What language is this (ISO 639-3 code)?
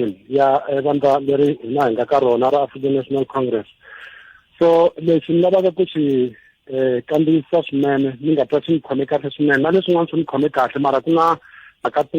tso